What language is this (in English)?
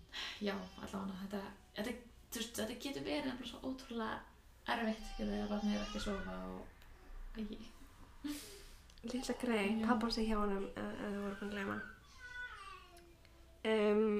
Icelandic